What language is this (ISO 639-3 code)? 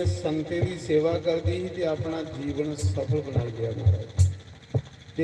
doi